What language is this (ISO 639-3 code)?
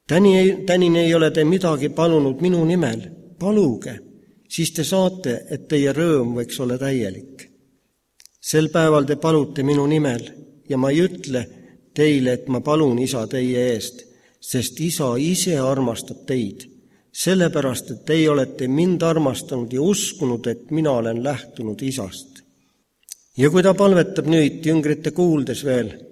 est